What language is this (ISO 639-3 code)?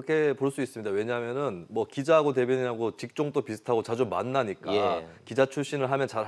kor